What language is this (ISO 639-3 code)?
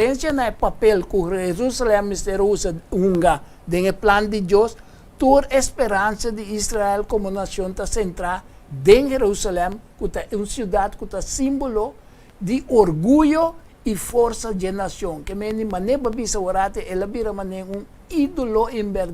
pap